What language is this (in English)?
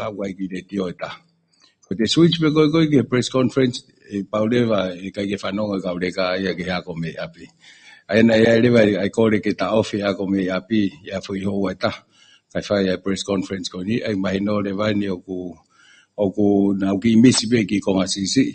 Tongan